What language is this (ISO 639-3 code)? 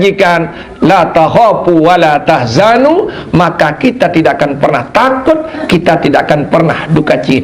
sas